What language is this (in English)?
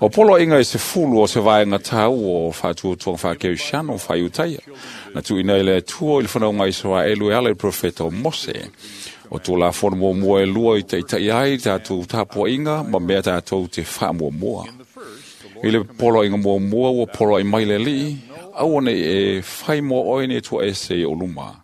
Samoan